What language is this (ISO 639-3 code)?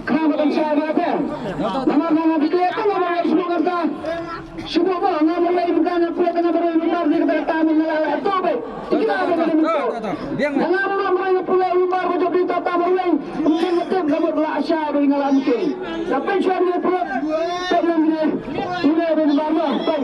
kha